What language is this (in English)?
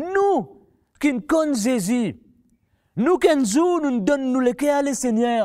Morisyen